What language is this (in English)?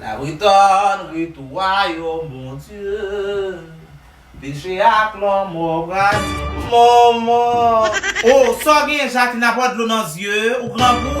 Haitian Creole